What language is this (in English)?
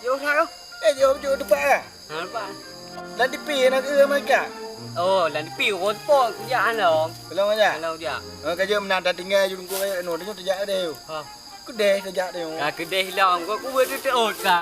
Achinese